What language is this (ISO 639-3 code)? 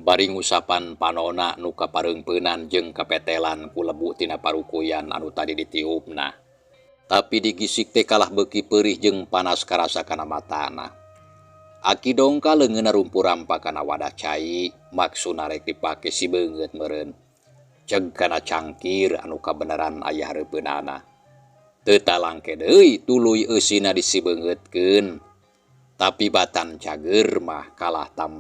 sun